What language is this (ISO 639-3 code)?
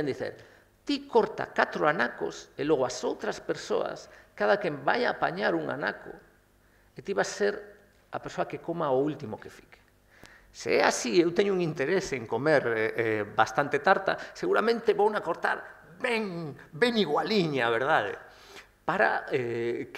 glg